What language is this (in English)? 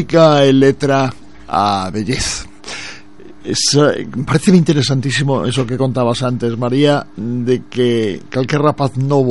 Galician